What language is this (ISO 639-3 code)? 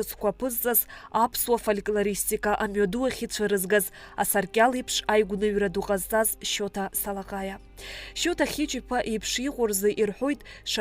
abk